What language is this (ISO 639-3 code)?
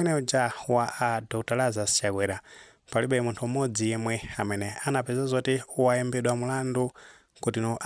nya